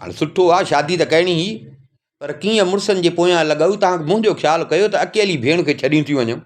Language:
Sindhi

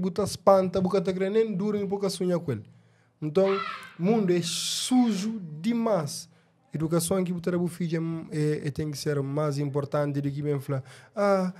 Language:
Kabuverdianu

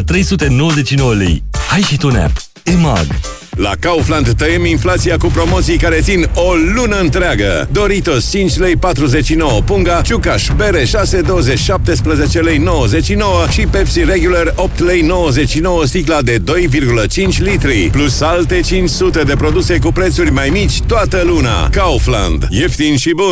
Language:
Romanian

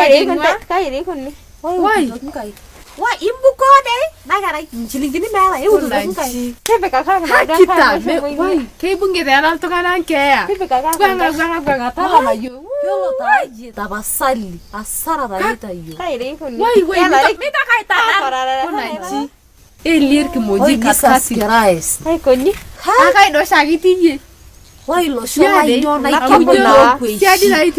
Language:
Masai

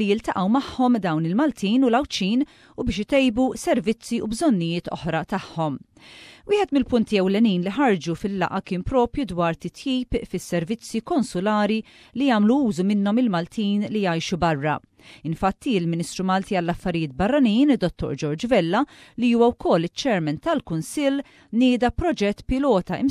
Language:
Maltese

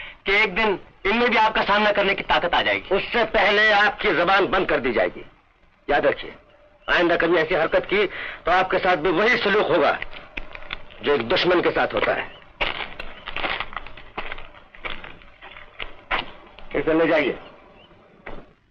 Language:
Hindi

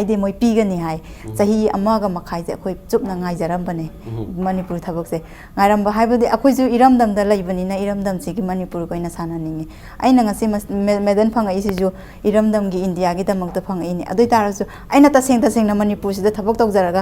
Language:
Manipuri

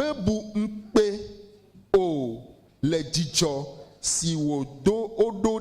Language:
Ewe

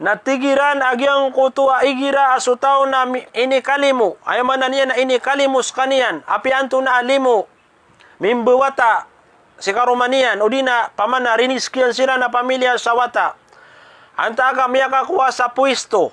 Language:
Maranao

